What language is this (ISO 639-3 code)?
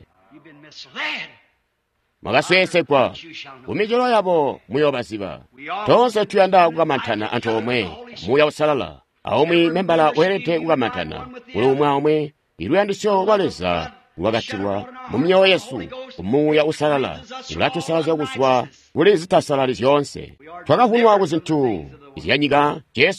toi